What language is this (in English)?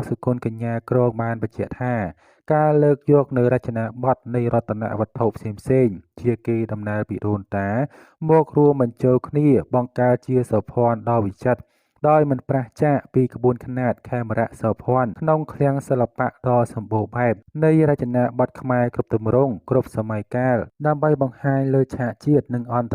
Khmer